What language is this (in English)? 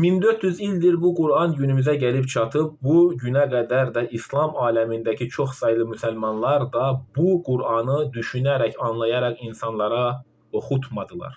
Azerbaijani